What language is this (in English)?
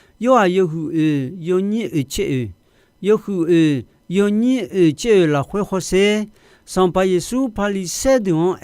Akha